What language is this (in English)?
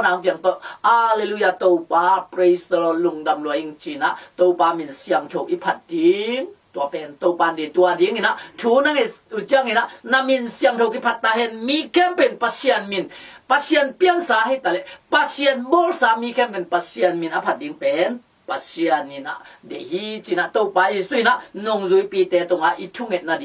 Tedim Chin